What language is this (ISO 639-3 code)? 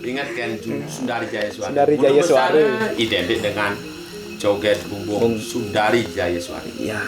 ban